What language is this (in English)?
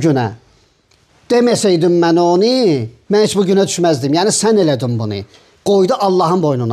Azerbaijani